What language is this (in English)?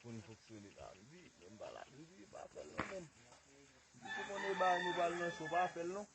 Haitian Creole